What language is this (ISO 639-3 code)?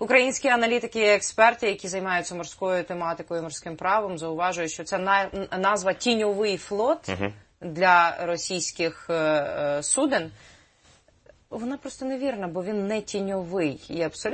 ukr